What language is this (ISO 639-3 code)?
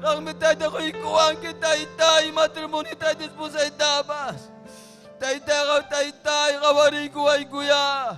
quy